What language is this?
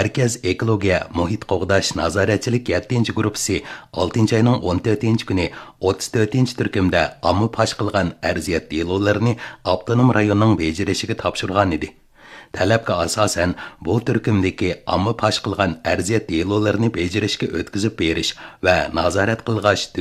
Uyghur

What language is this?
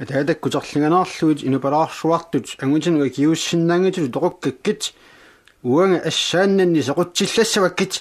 Kalaallisut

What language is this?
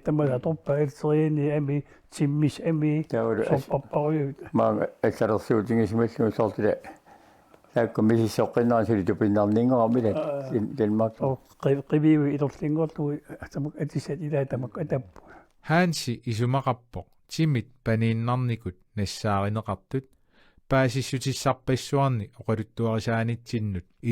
Kalaallisut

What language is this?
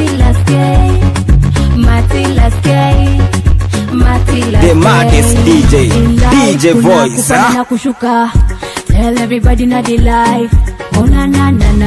Swahili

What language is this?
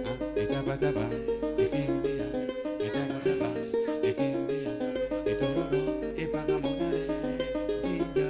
Acoli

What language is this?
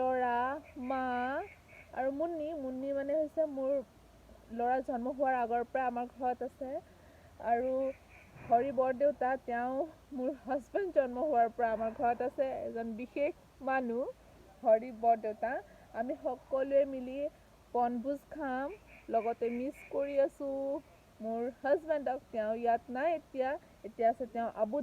Assamese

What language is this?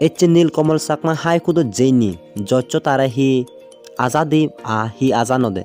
Chakma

